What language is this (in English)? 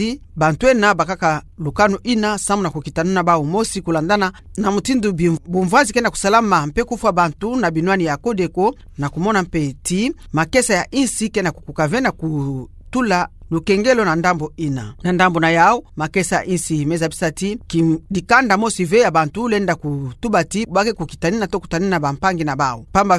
Kituba (Democratic Republic of Congo)